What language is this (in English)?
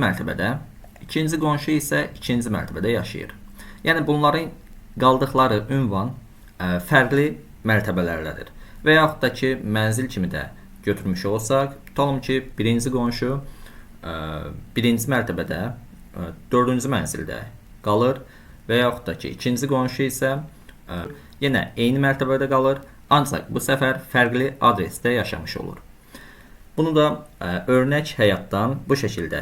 Azerbaijani